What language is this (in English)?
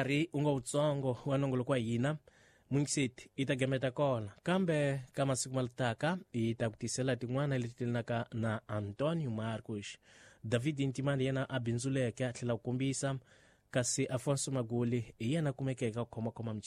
Tsonga